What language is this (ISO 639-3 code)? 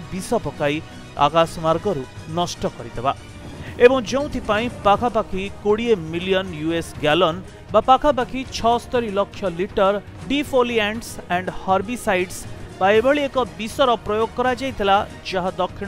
ori